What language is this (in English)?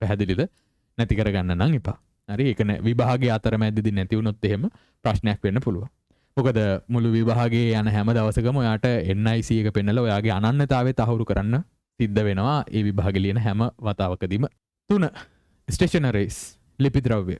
Sinhala